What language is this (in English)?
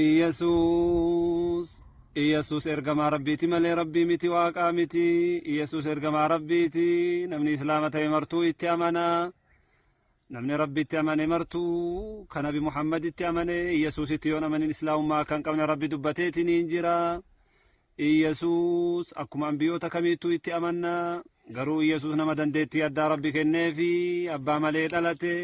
Oromo